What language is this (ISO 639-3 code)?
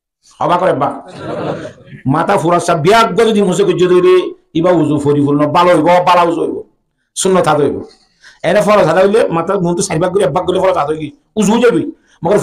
rhg